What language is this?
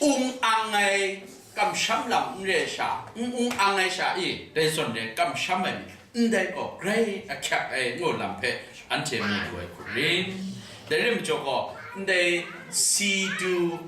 Kachin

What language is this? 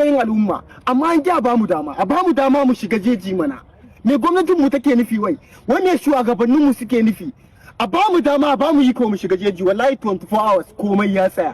Hausa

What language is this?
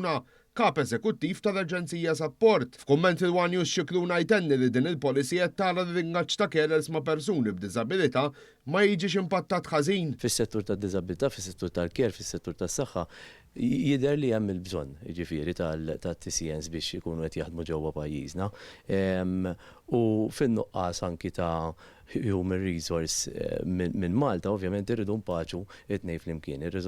Maltese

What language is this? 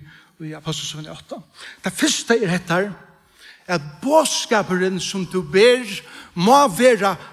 Faroese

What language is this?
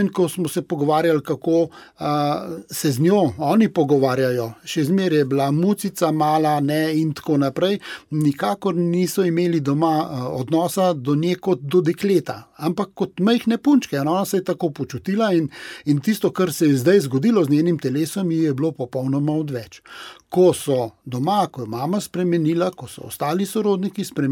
Slovenian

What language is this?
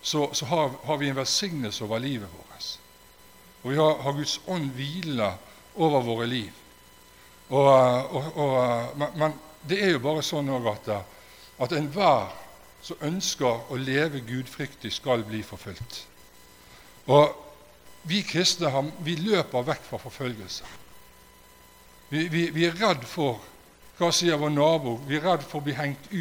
Norwegian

